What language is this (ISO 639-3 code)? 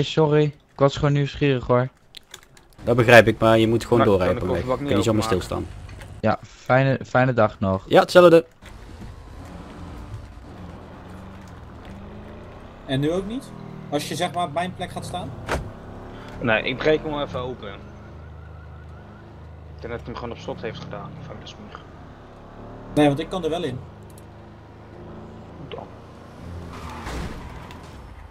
nld